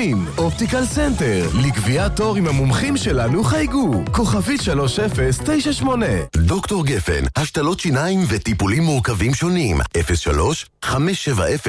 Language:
Hebrew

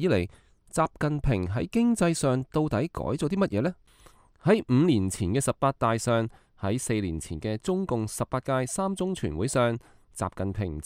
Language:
Cantonese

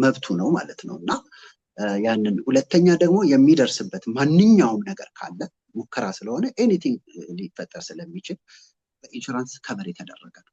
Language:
Amharic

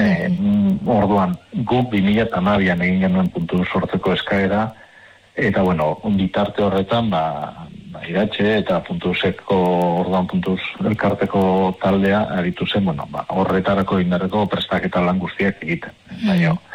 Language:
Basque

